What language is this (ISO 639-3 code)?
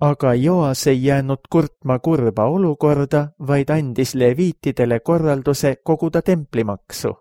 est